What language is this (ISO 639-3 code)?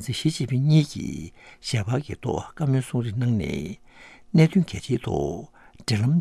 bod